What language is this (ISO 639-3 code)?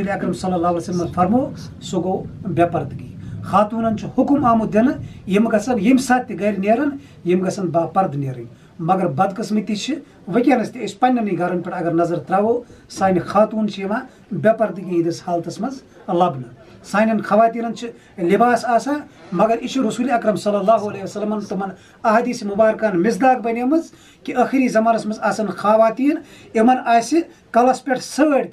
kas